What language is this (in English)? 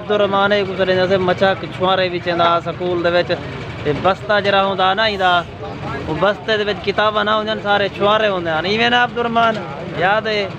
Saraiki